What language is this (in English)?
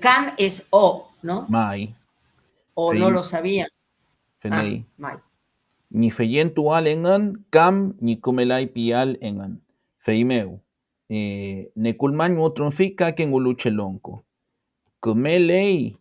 Mapuche